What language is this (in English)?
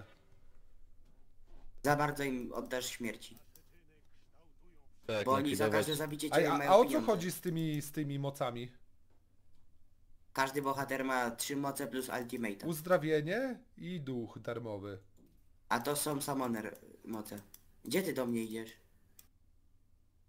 Polish